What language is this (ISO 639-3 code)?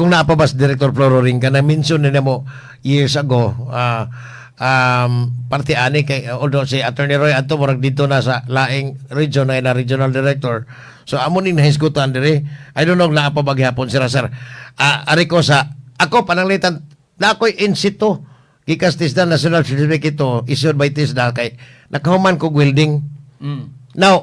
ceb